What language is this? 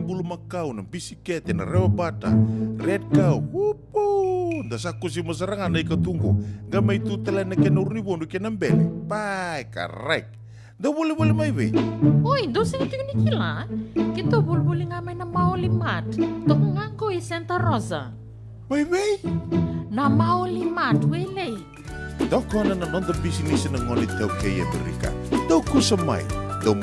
Fijian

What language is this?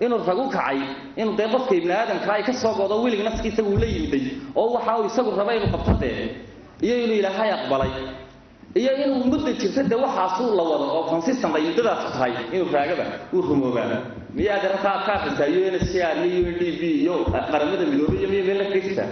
Somali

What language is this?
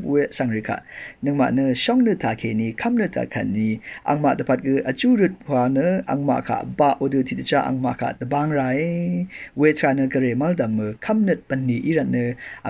Rawang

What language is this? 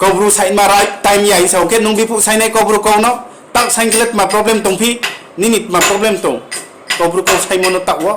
Riang (India)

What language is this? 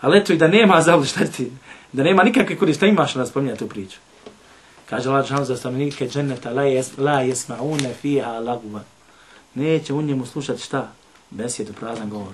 Bosnian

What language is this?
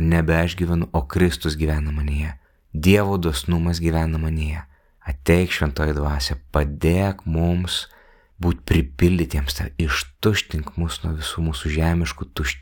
Lithuanian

